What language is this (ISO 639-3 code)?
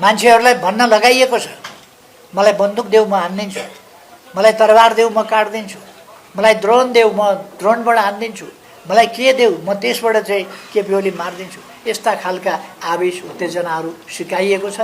nep